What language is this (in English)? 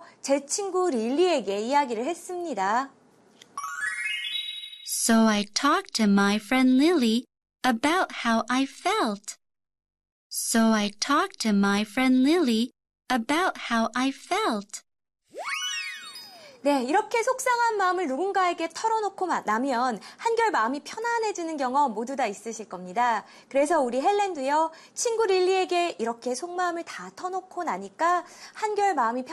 Korean